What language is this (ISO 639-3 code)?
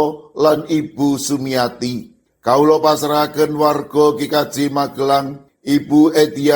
jav